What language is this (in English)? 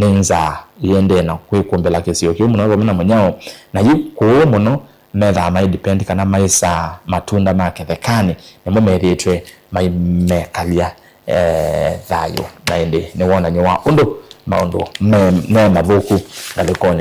Kamba